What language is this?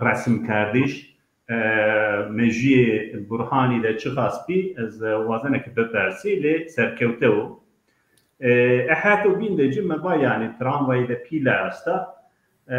Zaza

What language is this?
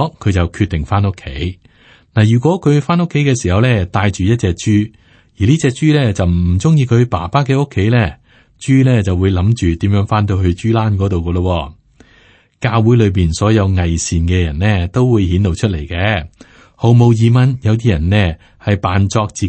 Cantonese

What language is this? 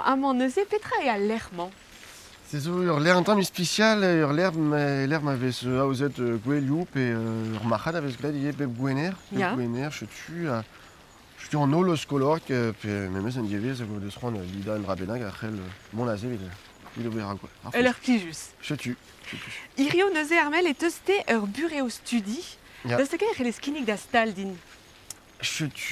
Breton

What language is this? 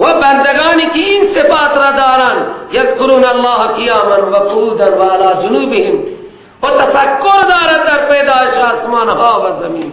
Persian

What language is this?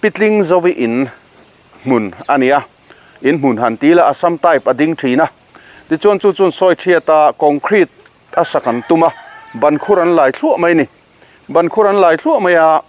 Mizo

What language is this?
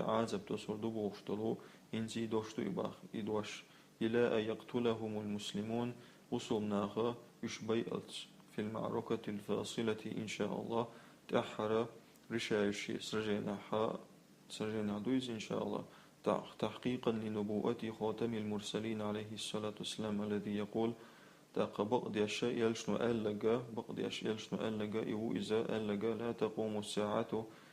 Chechen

